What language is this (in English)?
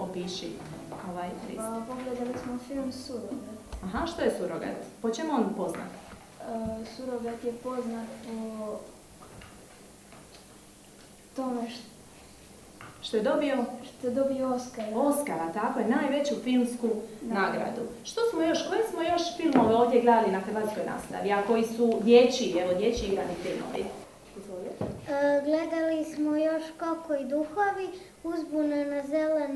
Croatian